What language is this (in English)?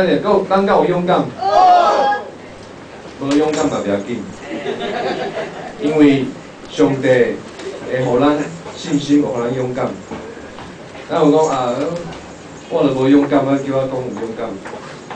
Min Nan Chinese